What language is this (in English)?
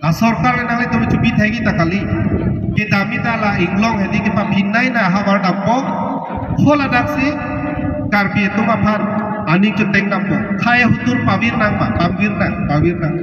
Karbi